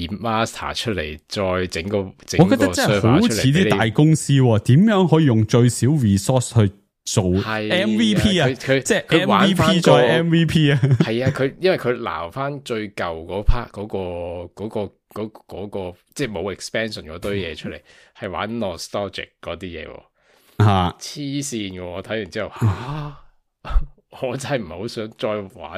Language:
Cantonese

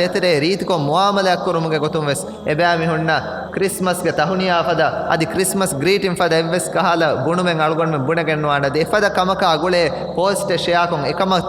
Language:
Divehi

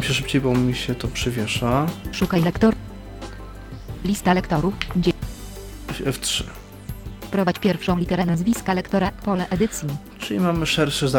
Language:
Polish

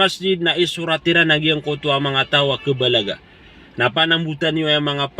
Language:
Maranao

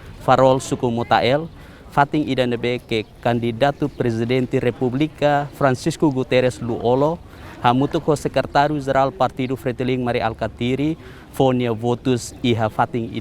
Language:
Tetum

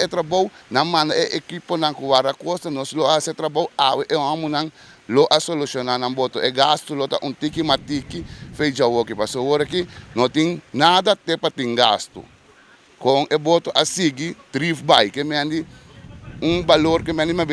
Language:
Papiamento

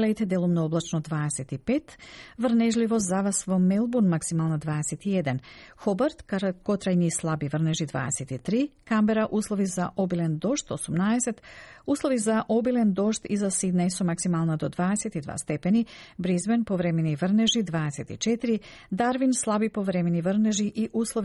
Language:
Macedonian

